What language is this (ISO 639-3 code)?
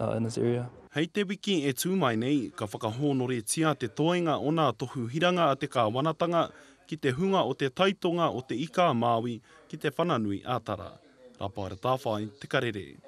mri